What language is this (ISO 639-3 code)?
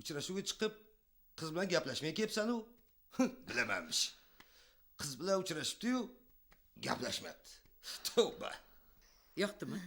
uzb